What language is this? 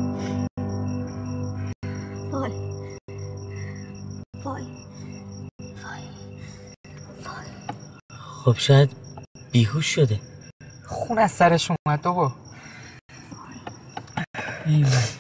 Persian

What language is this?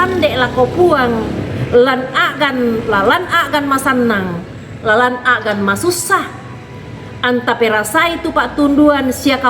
Toraja-Sa'dan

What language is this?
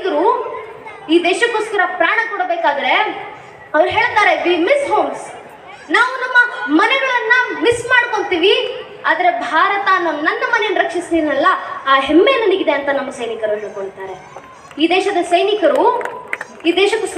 Kannada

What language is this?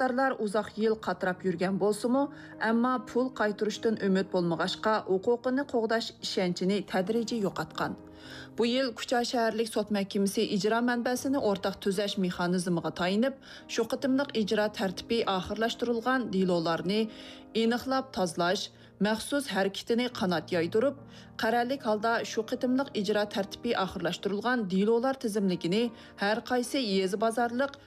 Uyghur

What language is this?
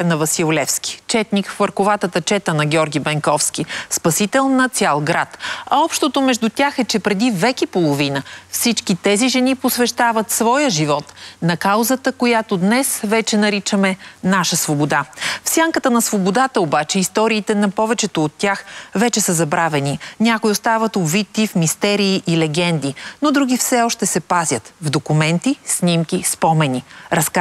Bulgarian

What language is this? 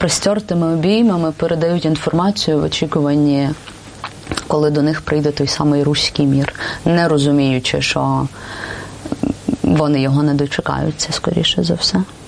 Ukrainian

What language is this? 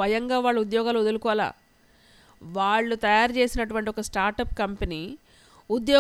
Telugu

